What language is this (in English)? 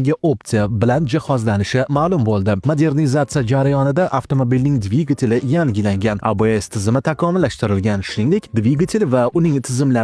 Uzbek